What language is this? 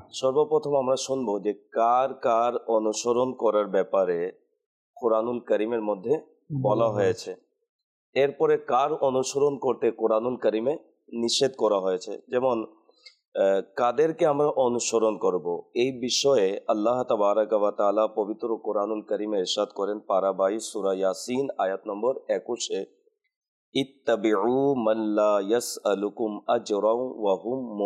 Bangla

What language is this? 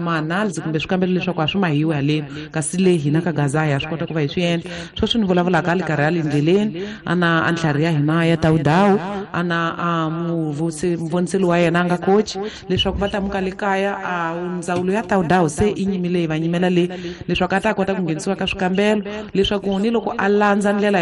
Tsonga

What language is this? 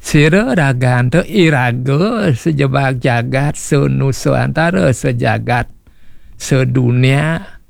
Balinese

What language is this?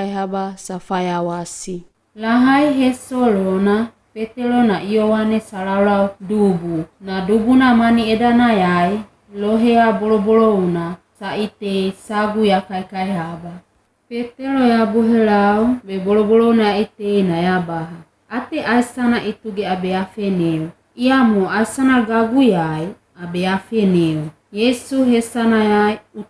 Wagawaga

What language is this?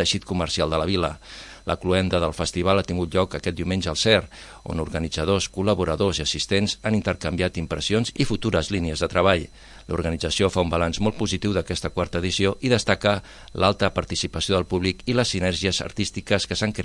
Catalan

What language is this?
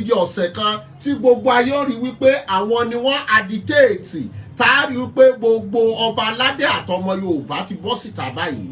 Yoruba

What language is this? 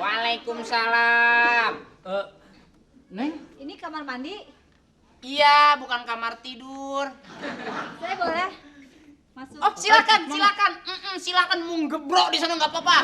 Betawi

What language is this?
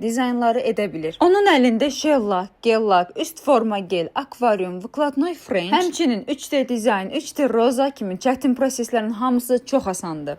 Azerbaijani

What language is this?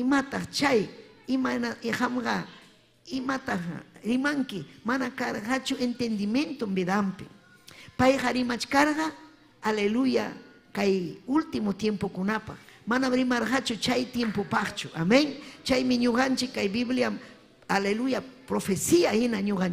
Ayacucho Quechua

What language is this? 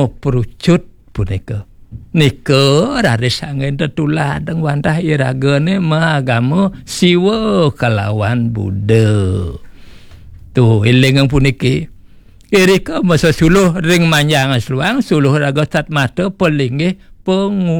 Balinese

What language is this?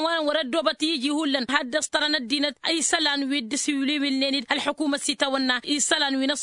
Tamasheq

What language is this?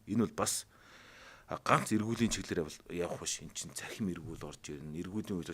Mongolian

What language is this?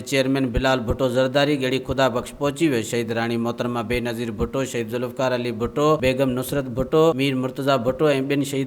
Sindhi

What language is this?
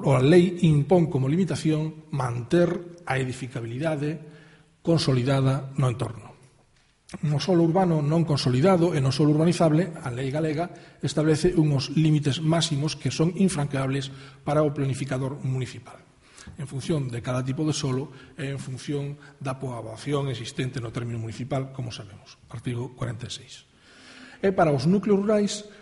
Galician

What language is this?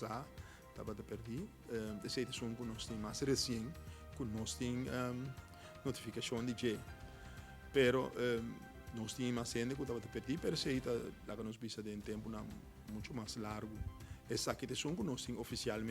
Papiamento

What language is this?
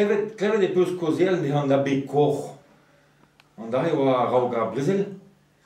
Breton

